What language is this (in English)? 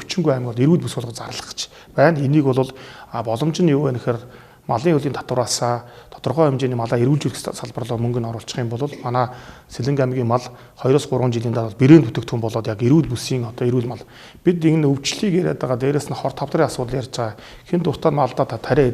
Mongolian